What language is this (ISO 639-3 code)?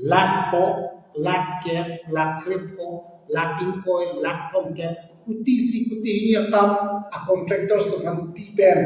mjw